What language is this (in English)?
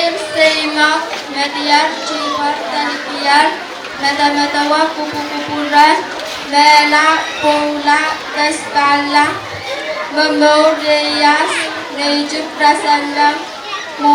Pohnpeian